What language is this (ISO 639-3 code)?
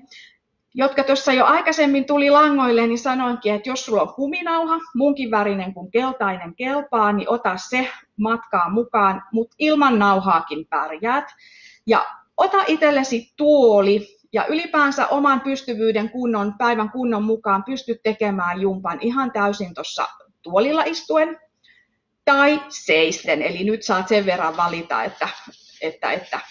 fin